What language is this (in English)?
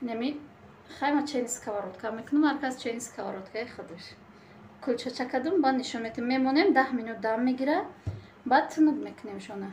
Tajik